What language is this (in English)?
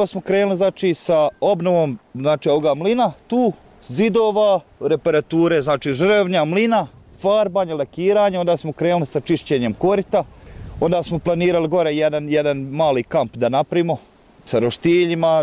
Bosnian